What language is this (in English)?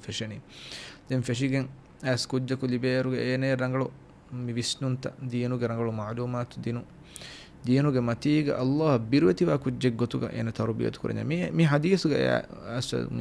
Divehi